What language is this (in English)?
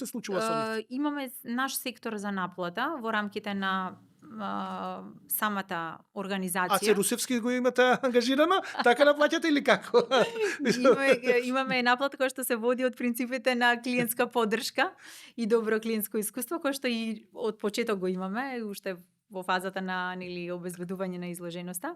Macedonian